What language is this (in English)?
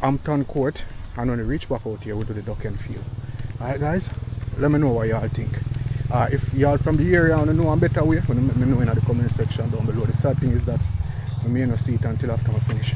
Jamaican Creole English